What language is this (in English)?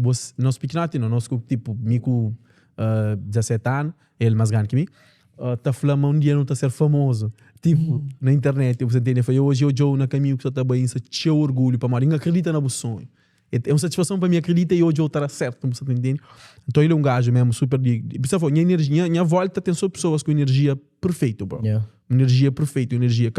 Kabuverdianu